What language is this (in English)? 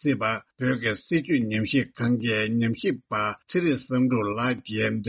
Tibetan